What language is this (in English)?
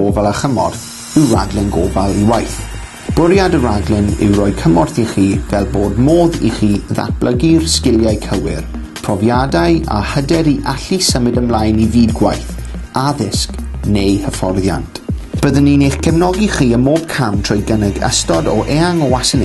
Welsh